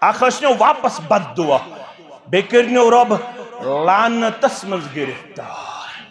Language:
Kashmiri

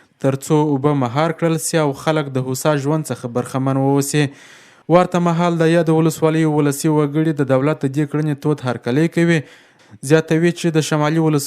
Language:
Pashto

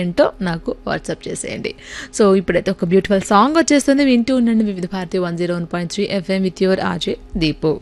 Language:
Telugu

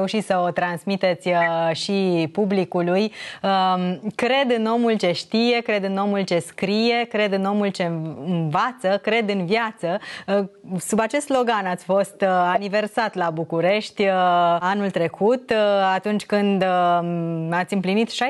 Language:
Romanian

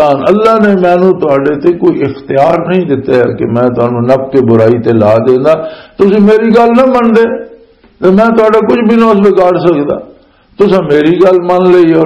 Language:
Western Panjabi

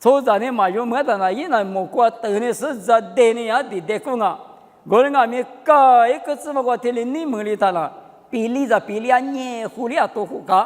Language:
Lisu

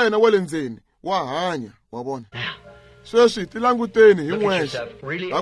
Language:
Tsonga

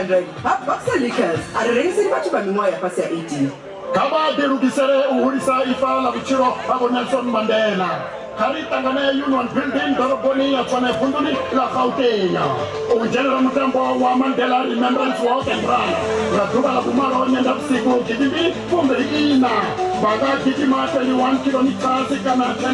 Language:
Venda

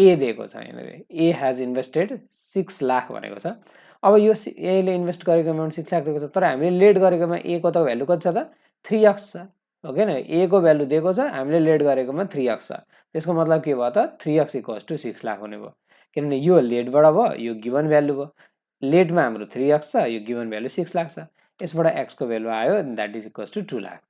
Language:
Nepali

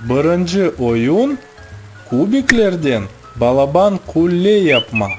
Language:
Crimean Tatar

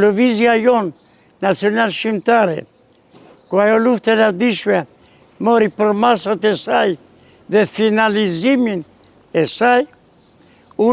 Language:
Albanian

